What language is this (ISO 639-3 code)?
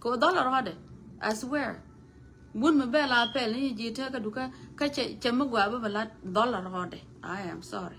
nus